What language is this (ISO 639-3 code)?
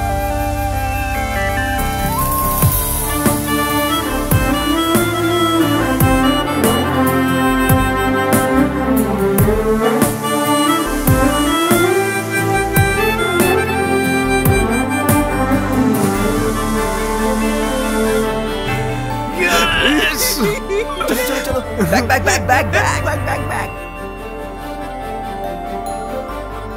hin